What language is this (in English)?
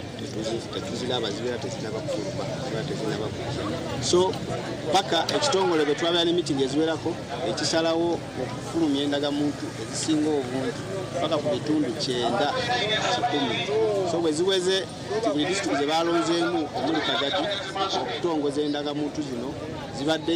Nyankole